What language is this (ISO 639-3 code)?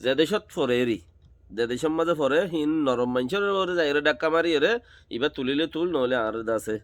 rhg